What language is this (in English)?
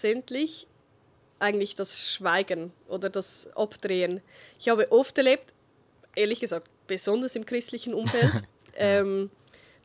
Swiss German